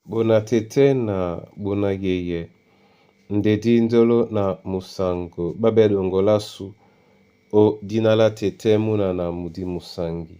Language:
Duala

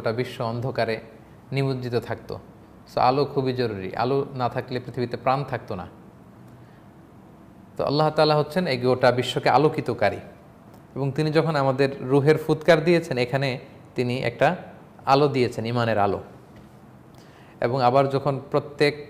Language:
Bangla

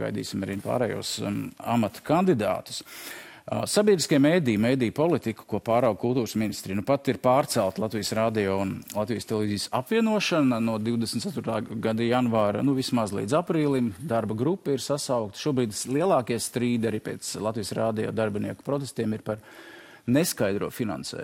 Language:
Latvian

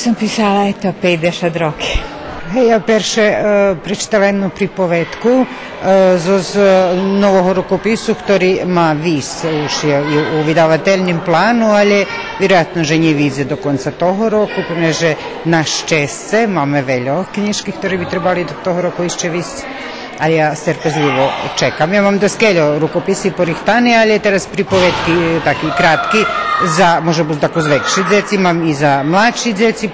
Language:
Rusyn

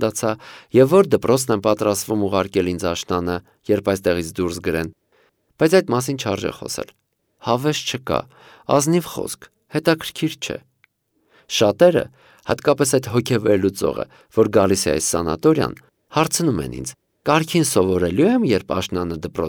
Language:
Armenian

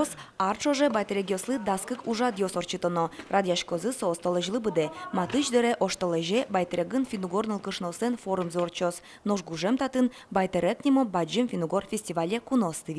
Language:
Udmurt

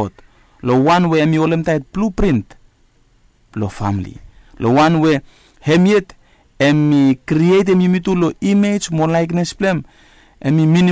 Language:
Bislama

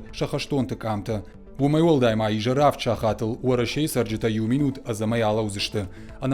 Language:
Ossetic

